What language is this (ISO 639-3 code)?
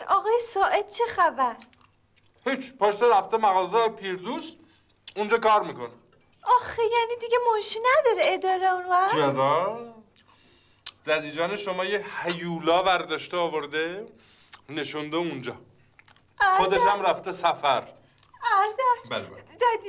fas